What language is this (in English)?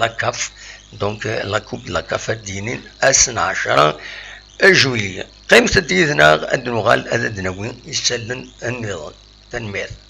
Kabyle